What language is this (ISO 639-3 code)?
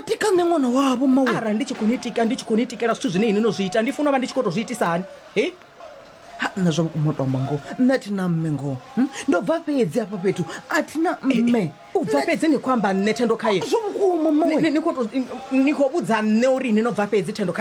ven